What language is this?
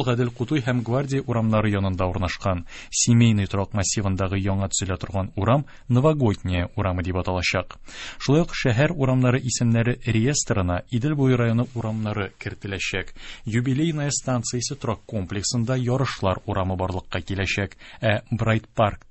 Tatar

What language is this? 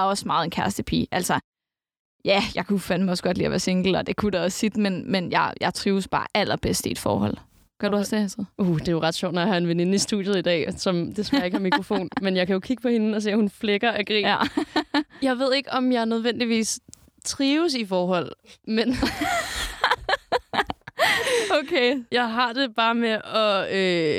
Danish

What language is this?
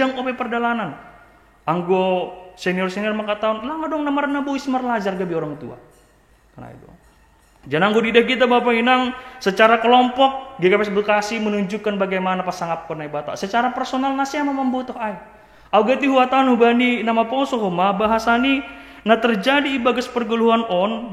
Batak Simalungun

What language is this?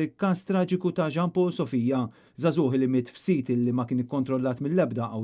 Maltese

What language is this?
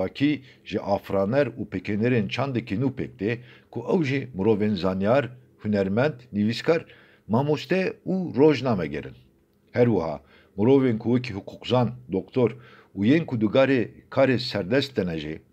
Kurdish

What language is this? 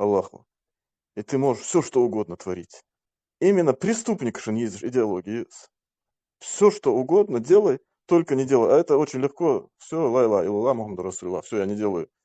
Chechen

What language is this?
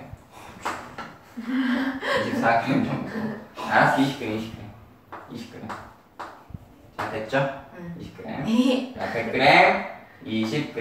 Korean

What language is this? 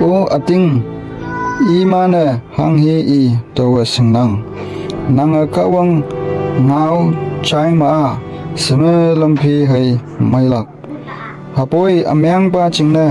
Konyak Naga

